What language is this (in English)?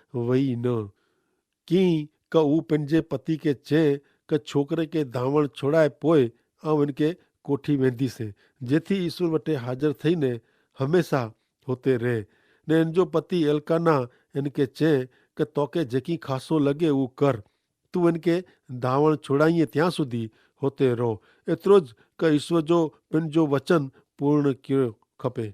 Kachhi